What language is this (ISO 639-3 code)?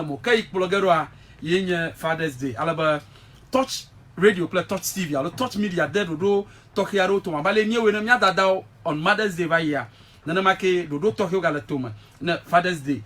ewe